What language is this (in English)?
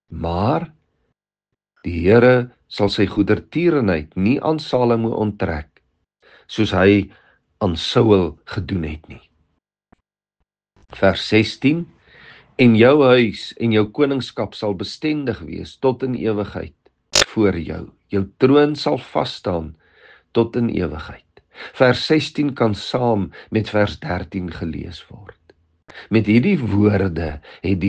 Afrikaans